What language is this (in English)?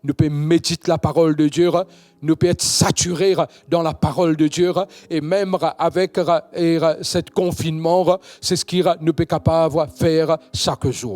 Morisyen